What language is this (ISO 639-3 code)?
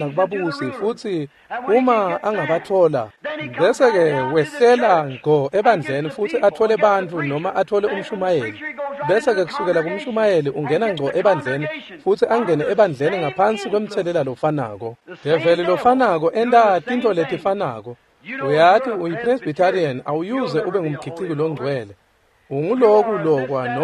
ssw